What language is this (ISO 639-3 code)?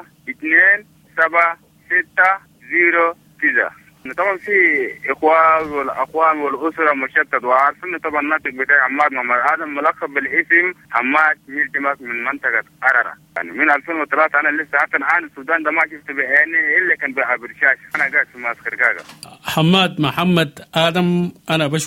apd